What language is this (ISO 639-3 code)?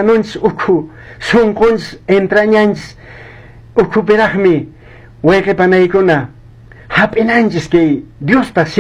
que